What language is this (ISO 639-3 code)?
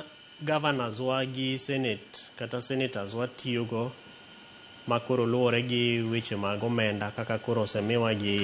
luo